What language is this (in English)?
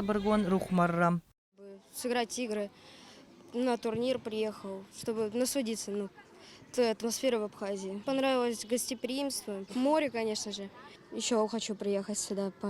Abkhazian